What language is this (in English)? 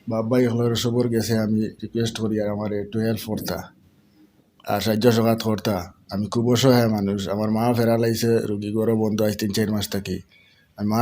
Sylheti